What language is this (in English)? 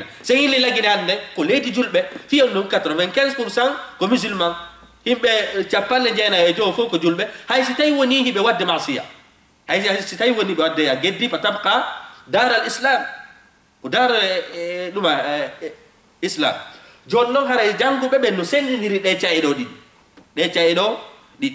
Fula